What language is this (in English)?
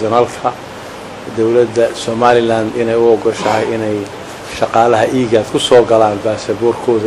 Somali